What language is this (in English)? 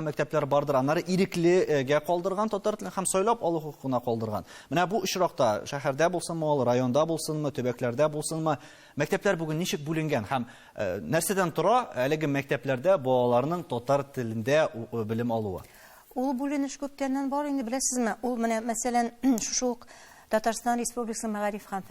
Tatar